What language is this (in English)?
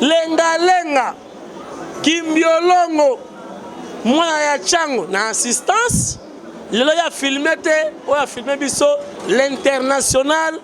Lingala